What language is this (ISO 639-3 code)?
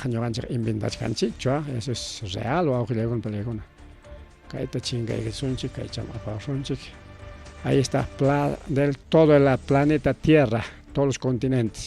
quy